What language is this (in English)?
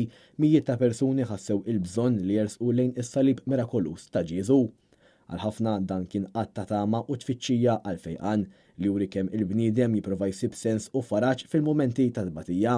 Maltese